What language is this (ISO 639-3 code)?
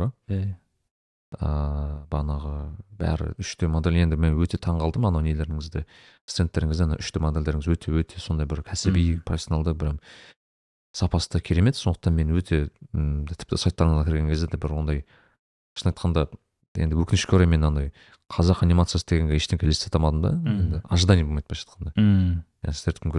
kaz